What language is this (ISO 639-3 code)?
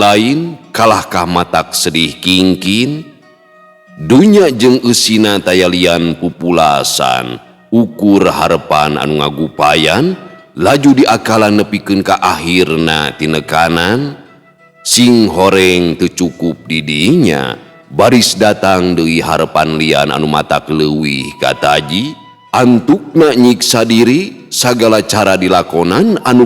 sun